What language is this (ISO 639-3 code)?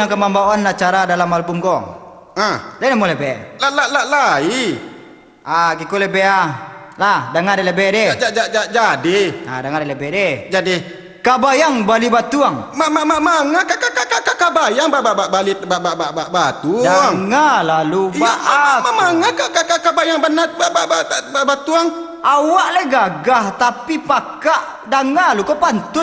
min